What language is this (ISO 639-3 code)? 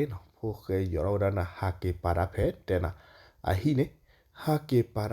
ksw